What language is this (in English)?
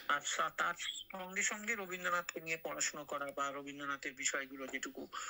Bangla